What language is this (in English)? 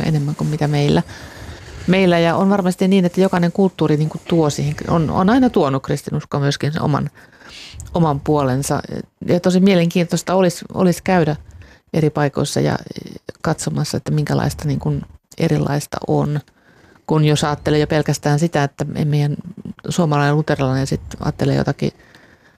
Finnish